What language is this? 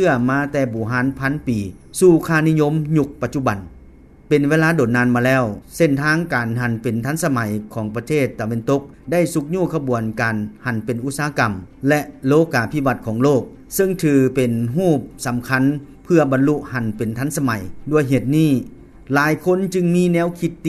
Lao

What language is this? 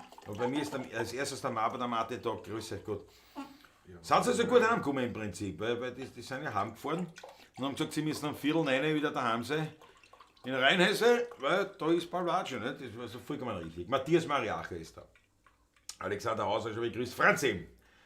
Bavarian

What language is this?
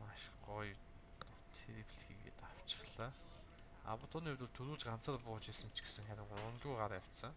Mongolian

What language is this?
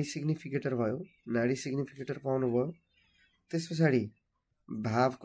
Nepali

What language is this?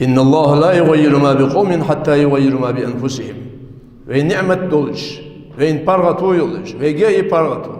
Ingush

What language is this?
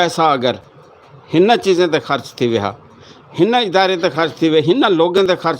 Saraiki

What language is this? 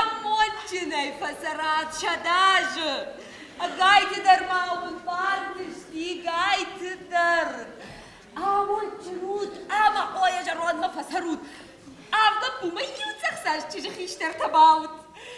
Ossetic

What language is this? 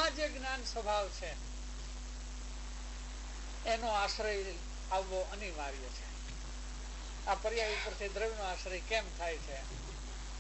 Gujarati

